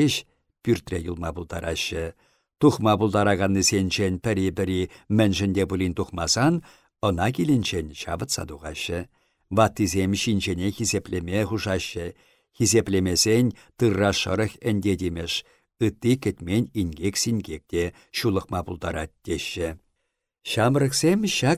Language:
Chuvash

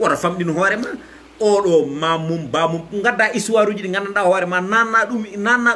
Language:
Fula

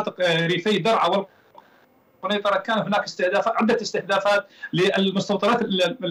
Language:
Arabic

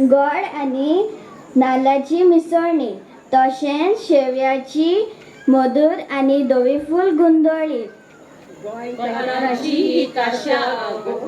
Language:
Konkani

